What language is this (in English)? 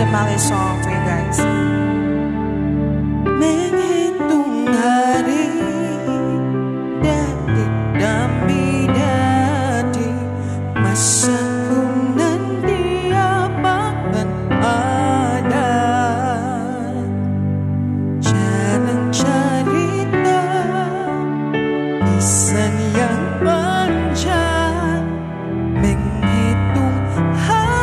Indonesian